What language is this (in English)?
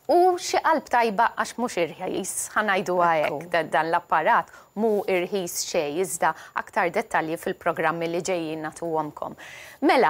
Maltese